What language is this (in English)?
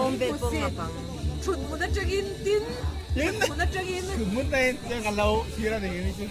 Mizo